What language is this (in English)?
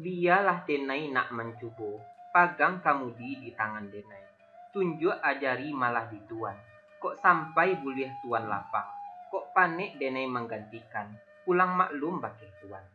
Minangkabau